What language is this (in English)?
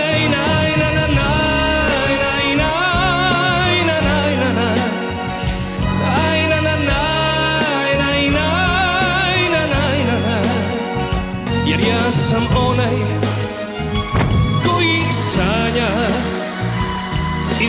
Serbian